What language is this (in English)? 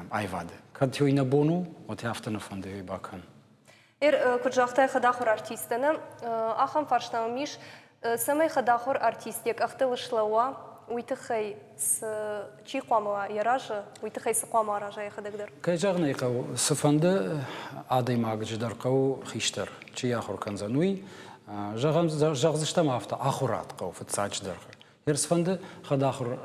Ossetic